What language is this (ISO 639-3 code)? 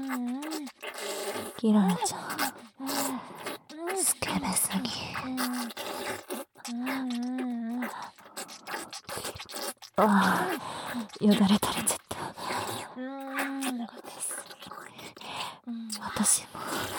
jpn